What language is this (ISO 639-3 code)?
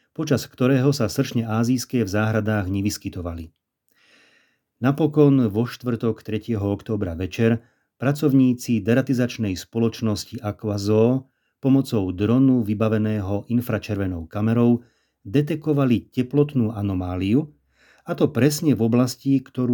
slk